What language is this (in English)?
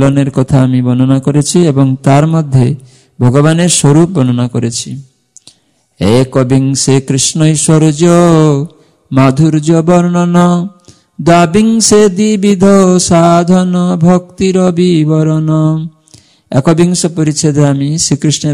Bangla